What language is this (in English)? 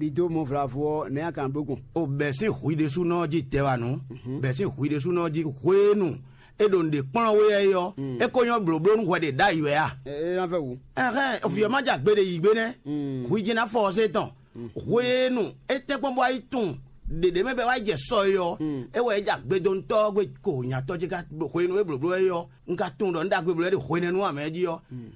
Fon